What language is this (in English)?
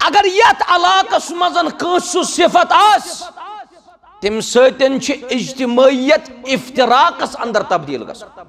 Kashmiri